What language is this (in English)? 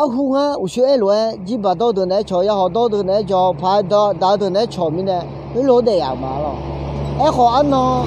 Akha